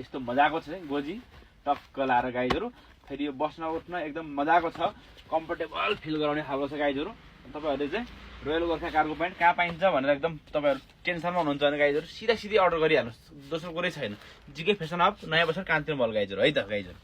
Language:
Nepali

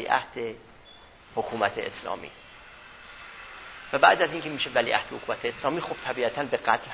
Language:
Persian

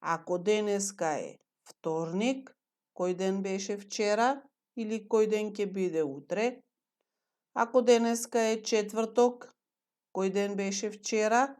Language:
Macedonian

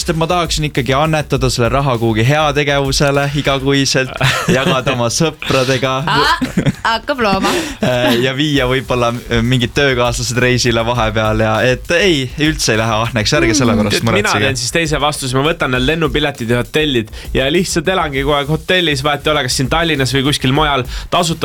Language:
Estonian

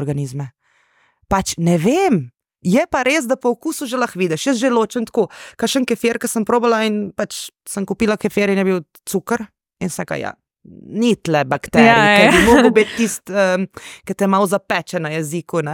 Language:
Slovenian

